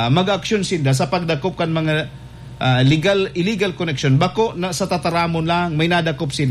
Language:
Bikol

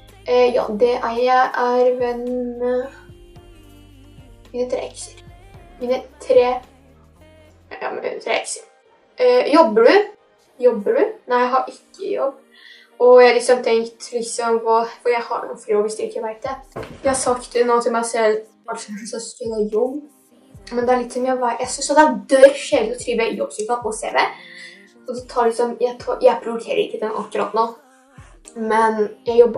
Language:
Norwegian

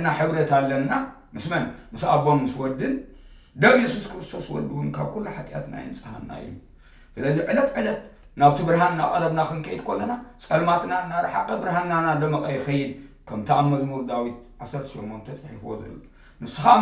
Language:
Tigrinya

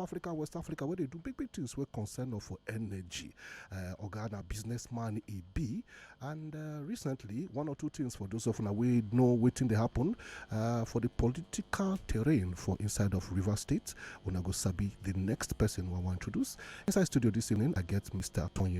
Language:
Nigerian Pidgin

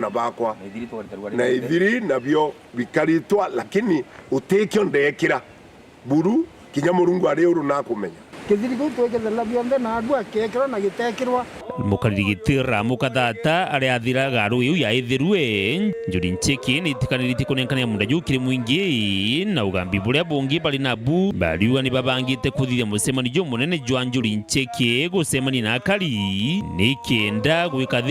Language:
Meru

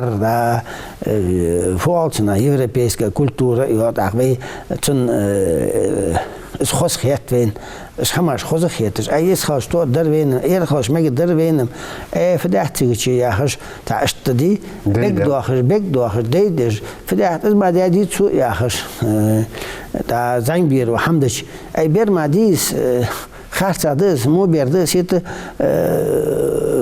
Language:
Ingush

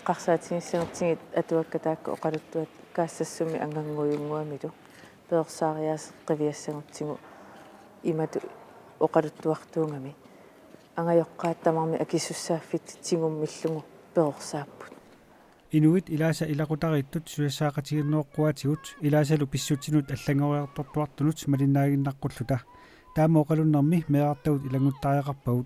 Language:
Kalaallisut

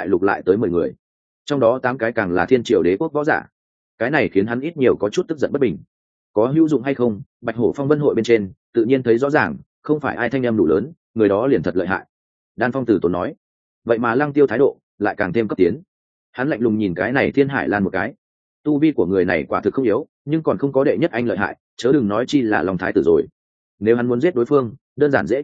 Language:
Vietnamese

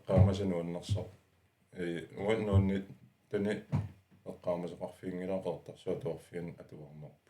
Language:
Kalaallisut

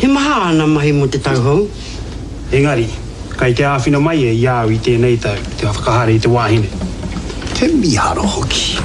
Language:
Māori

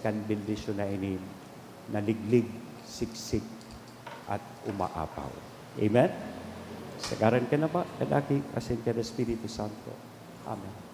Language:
Bikol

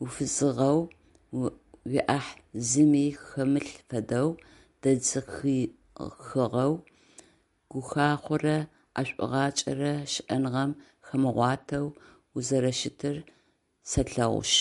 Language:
Adyghe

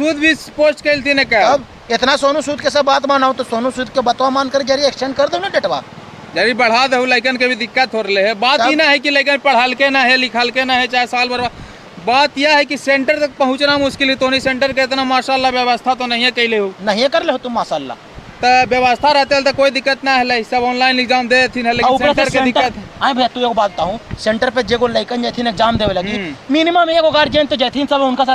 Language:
Magahi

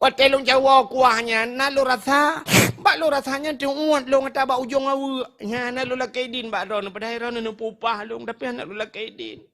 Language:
Achinese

